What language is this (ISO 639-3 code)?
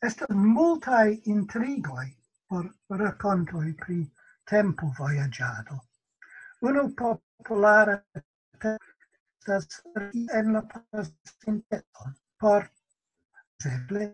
epo